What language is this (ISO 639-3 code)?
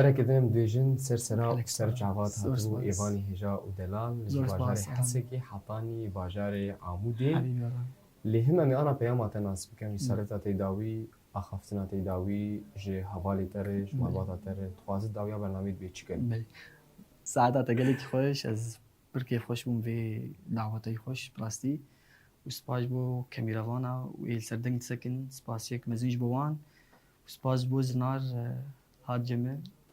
kur